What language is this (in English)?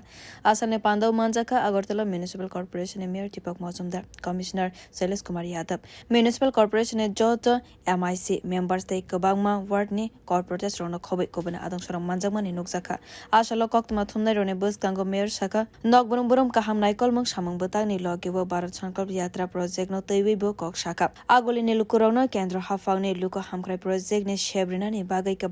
Kok Borok